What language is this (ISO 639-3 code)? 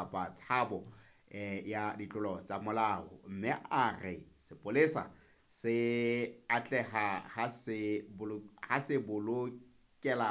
sot